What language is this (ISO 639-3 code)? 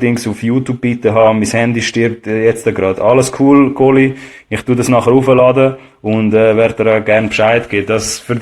gsw